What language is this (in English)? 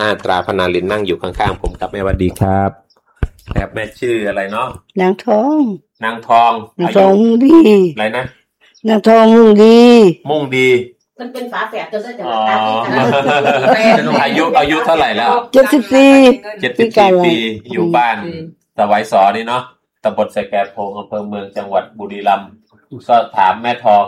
Thai